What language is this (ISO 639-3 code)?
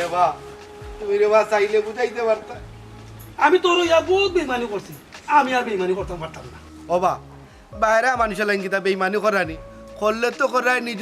syl